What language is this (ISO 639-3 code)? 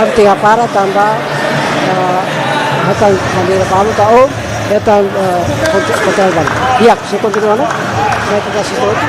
tet